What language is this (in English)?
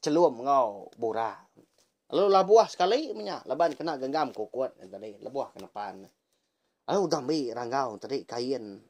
Iban